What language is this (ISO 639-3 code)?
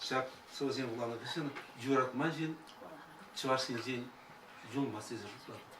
chv